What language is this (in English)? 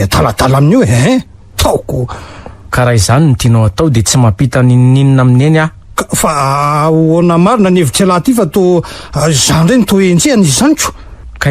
Malagasy